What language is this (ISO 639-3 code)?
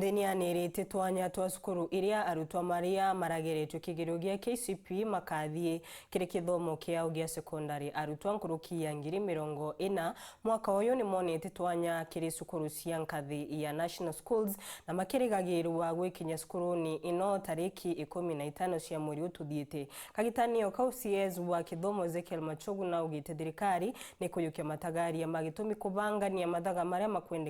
mer